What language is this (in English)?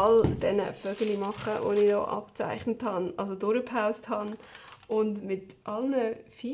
Swiss German